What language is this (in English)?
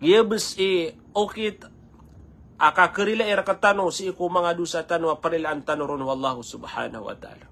Maranao